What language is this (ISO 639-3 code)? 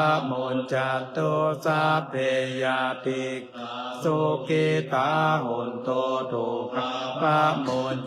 pli